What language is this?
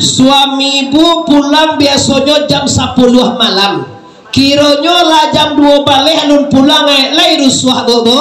Minangkabau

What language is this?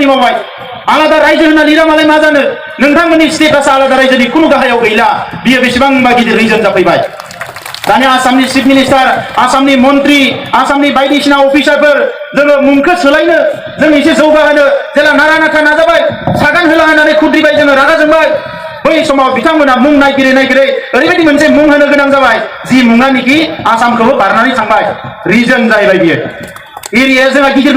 Bodo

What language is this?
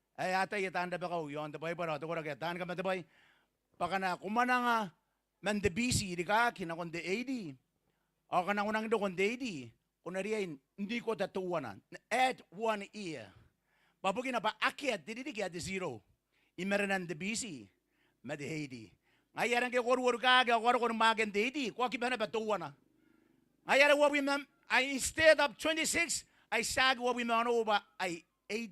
Gilbertese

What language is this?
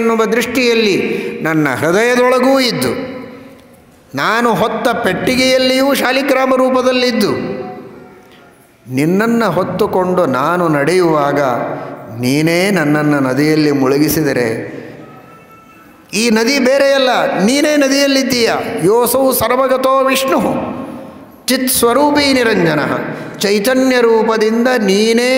Kannada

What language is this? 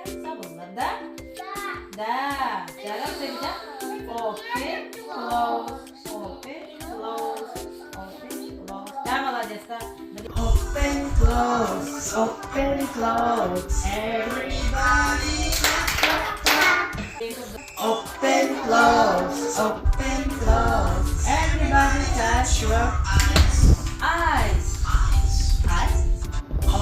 Yakut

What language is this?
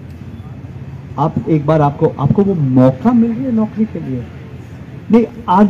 Hindi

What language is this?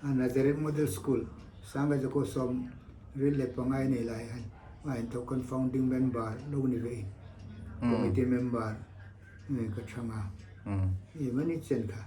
Hmar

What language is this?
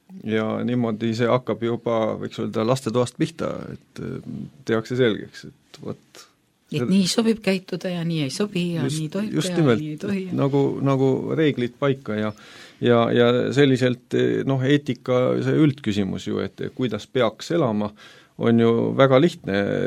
Estonian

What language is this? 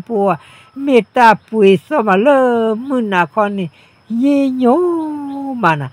S'gaw Karen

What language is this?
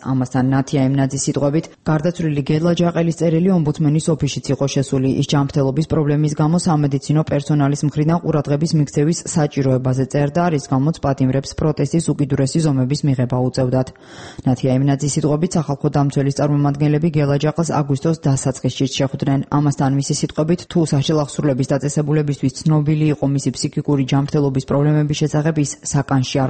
Georgian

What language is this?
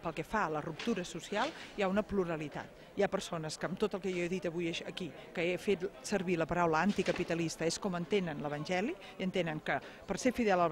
Catalan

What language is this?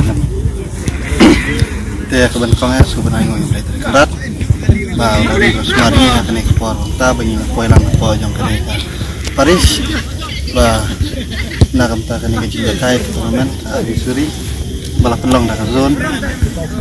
Khasi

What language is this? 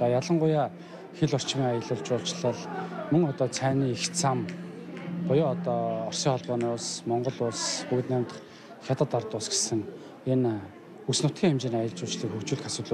Mongolian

